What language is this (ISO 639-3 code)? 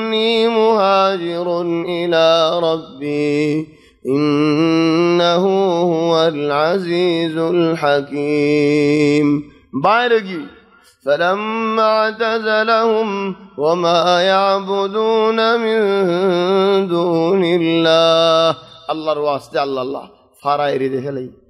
ben